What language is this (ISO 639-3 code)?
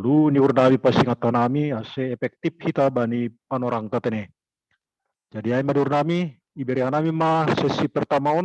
bts